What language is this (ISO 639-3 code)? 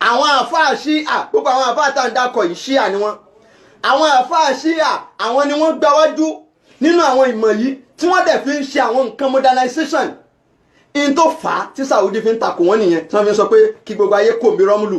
yor